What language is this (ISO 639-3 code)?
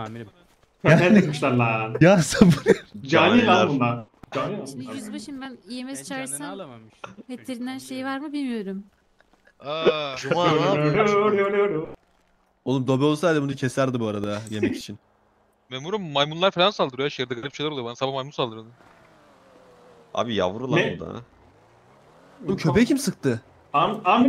tur